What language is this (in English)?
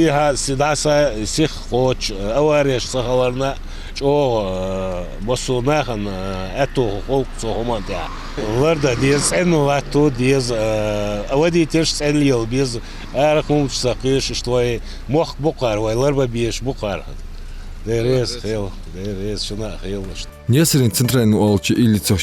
Ingush